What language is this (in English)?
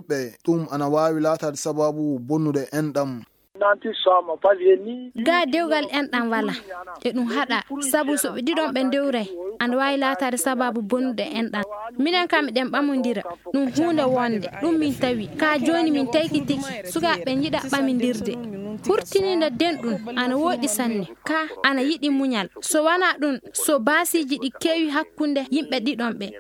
Fula